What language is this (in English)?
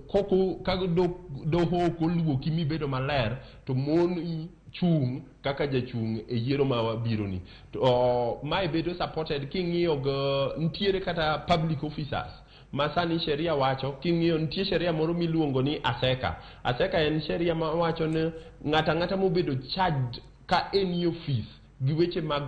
Luo (Kenya and Tanzania)